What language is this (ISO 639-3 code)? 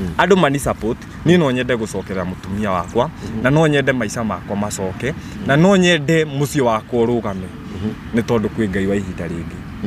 kik